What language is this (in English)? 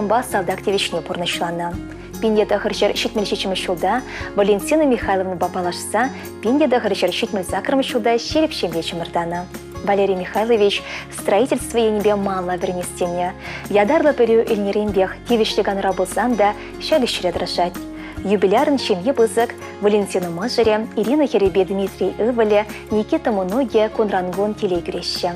Chuvash